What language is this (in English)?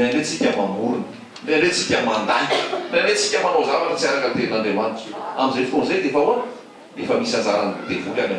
Malagasy